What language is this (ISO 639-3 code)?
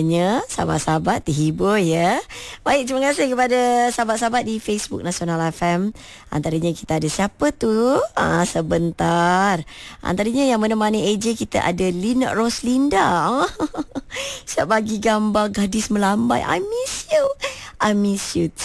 msa